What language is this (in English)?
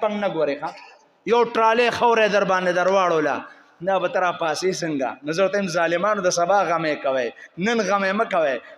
Pashto